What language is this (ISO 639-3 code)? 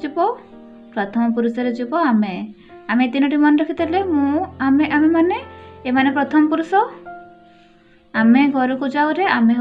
ori